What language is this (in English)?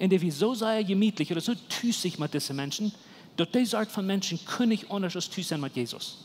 Plautdietsch